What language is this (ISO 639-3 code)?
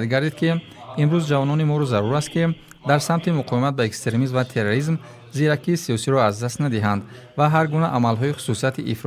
tgk